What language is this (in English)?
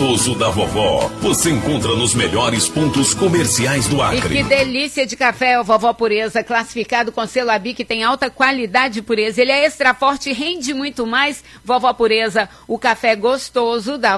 Portuguese